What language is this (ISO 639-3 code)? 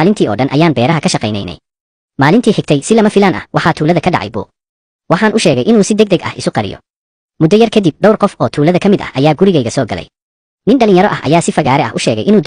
som